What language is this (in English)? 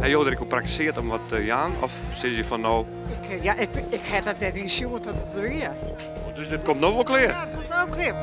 Western Frisian